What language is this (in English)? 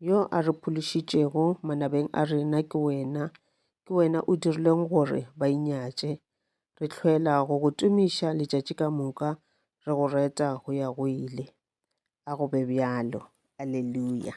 Northern Sotho